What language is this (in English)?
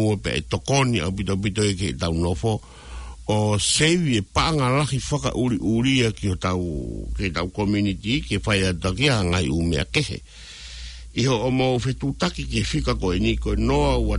Tongan